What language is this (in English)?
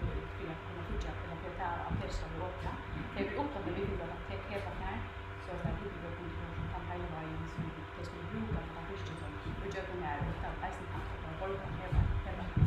Faroese